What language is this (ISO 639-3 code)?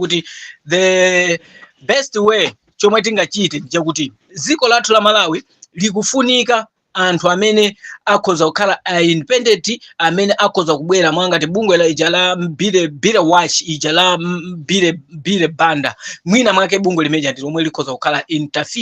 nya